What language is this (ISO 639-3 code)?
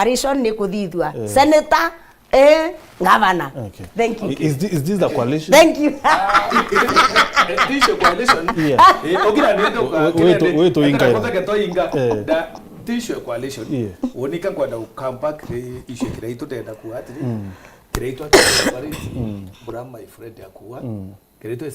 mer